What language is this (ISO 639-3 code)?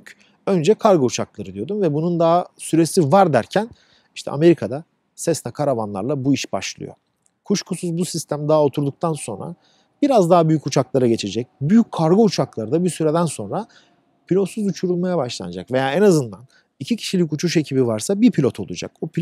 tur